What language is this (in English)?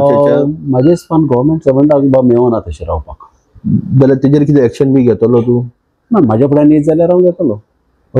Konkani